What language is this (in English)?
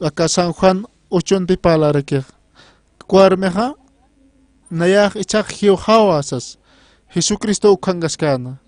Aymara